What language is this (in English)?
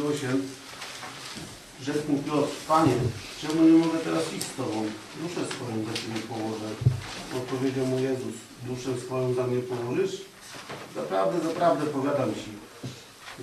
Polish